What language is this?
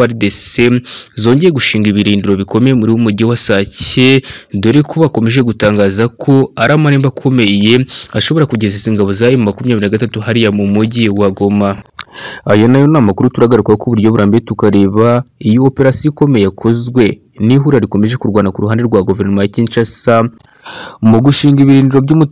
Kinyarwanda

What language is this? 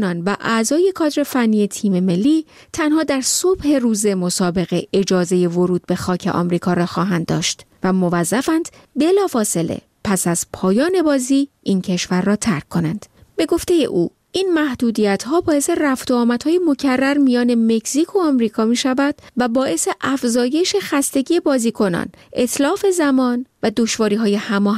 Persian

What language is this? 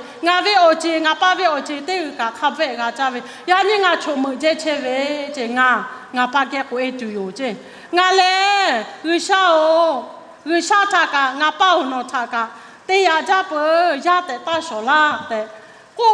Lahu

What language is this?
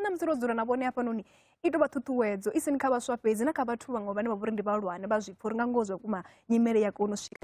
Venda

